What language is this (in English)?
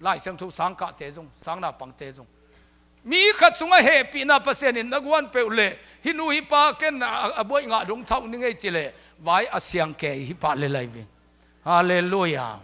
Tedim Chin